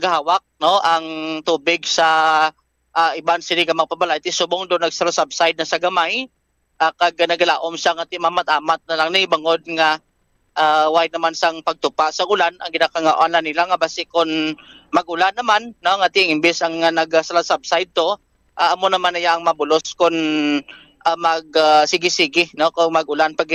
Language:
Hiligaynon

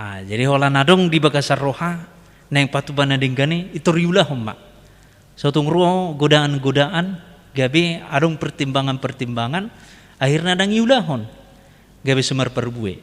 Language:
Batak Toba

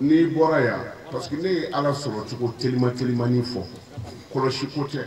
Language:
Bambara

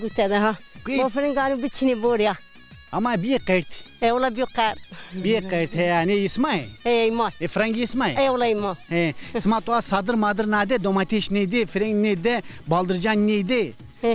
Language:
Zaza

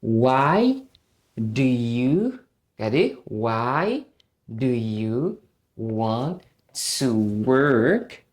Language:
Haitian Creole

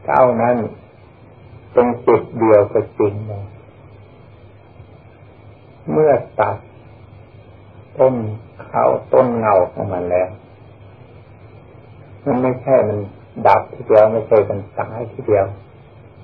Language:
Thai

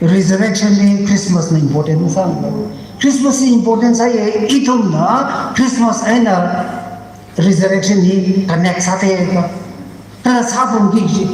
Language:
Tangkhul Naga (India)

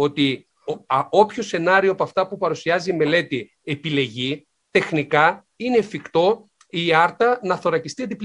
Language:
Greek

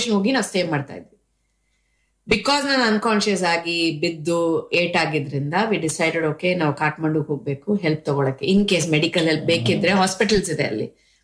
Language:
Kannada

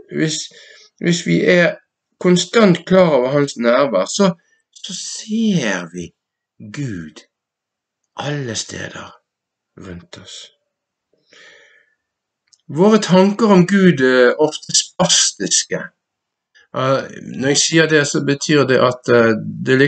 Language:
Norwegian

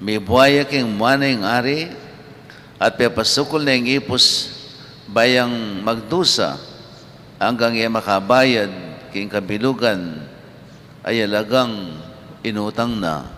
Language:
Pampanga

